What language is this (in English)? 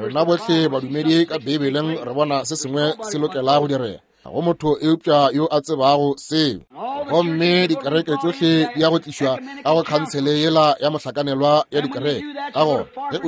Northern Sotho